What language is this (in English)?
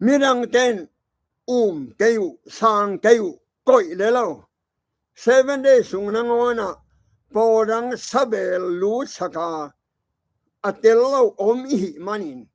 Tedim Chin